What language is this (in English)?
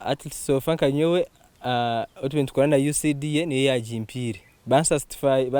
Nyankole